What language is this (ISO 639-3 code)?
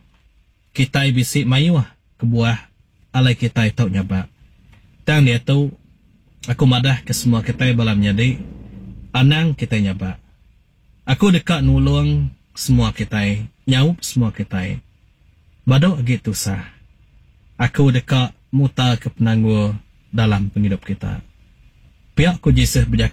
iba